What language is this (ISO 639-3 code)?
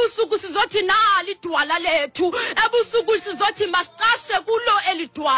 xho